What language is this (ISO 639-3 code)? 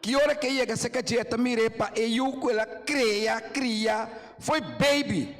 pap